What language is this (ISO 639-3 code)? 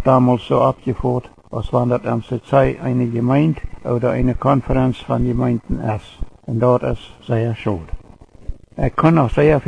pdt